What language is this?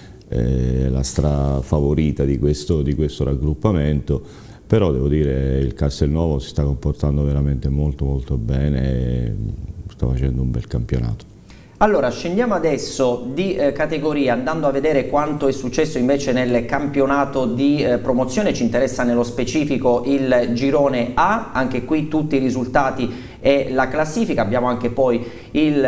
Italian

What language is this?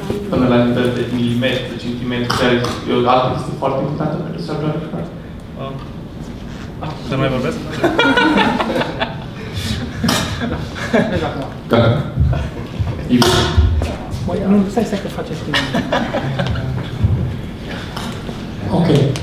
Romanian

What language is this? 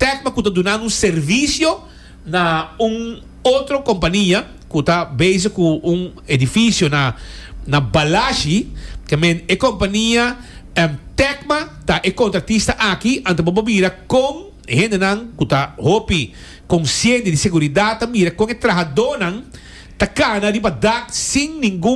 Papiamento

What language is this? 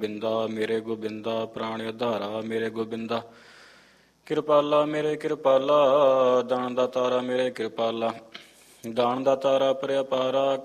Punjabi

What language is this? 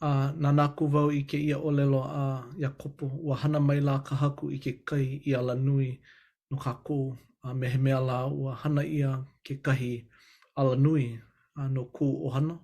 Hawaiian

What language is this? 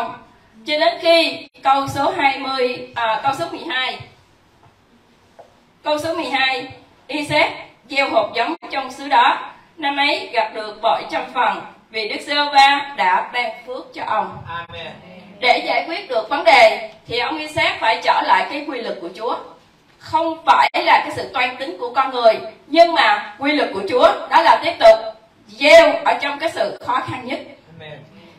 Vietnamese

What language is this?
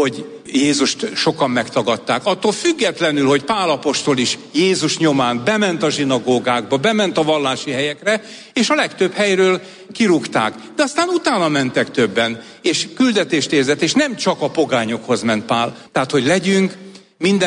Hungarian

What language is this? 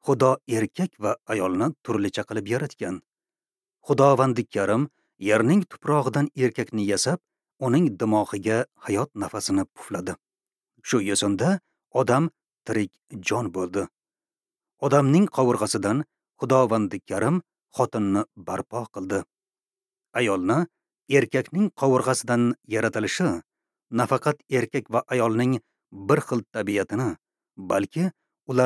Uzbek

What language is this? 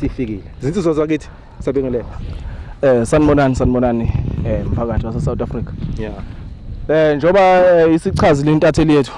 Zulu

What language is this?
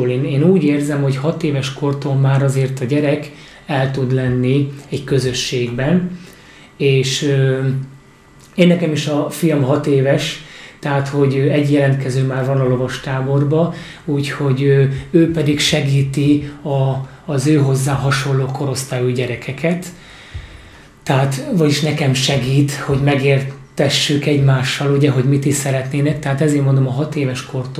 Hungarian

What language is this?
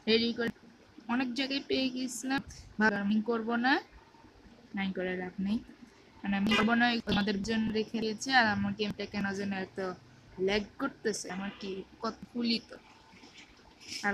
Bangla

